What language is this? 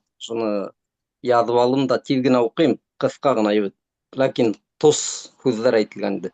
Bashkir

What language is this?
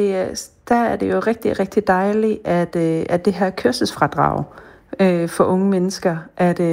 Danish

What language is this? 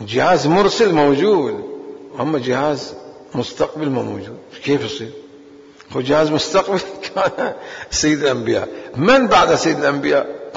Mesopotamian Arabic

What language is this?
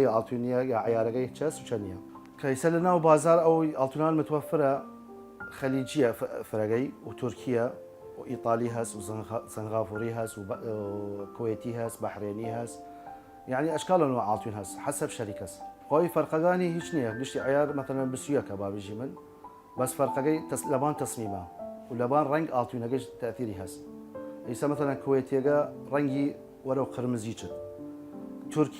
Southern Kurdish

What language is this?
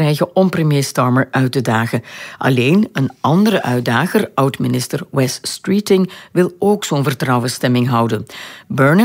Dutch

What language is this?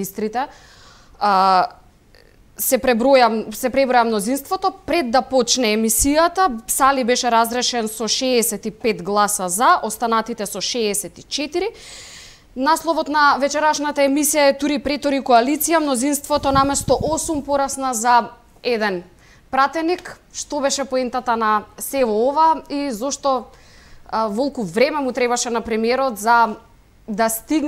Macedonian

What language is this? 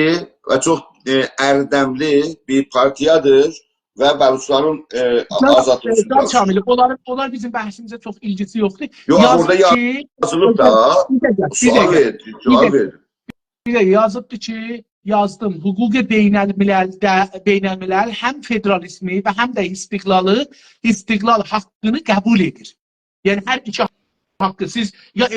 South Azerbaijani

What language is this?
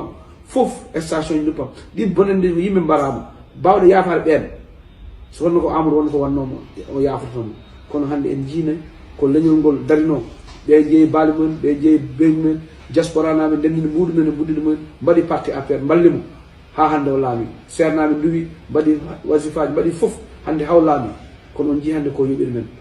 Fula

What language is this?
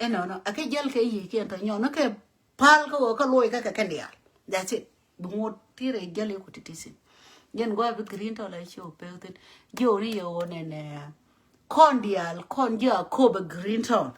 Nuer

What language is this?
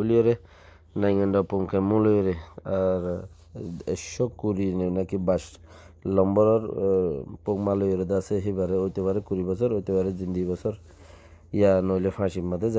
Rohingya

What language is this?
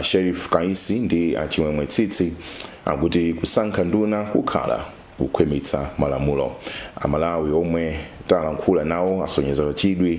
Nyanja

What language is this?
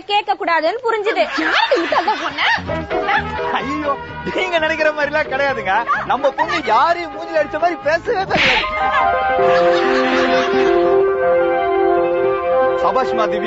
Tamil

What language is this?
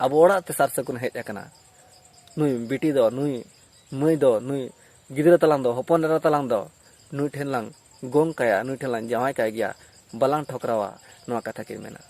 Santali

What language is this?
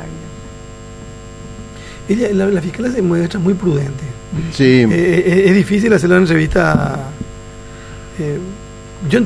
Spanish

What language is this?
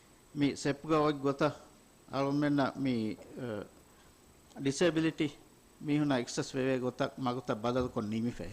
Divehi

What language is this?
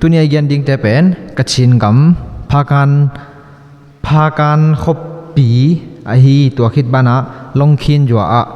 Tedim Chin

